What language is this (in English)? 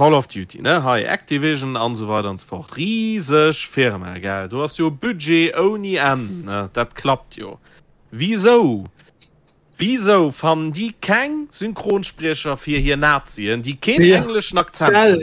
Luxembourgish